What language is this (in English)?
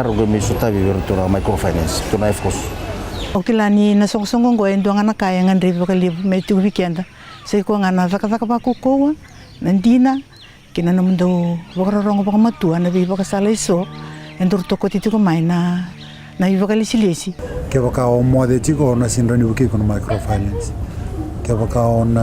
Fijian